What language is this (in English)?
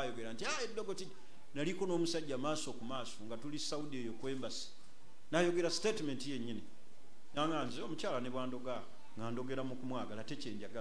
Ganda